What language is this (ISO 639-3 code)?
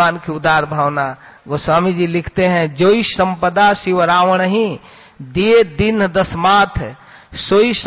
hin